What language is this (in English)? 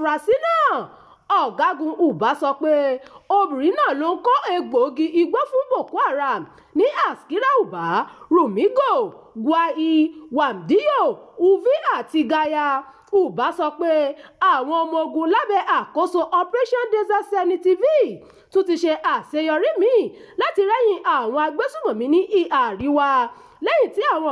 Yoruba